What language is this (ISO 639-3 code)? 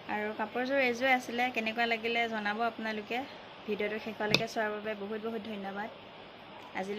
asm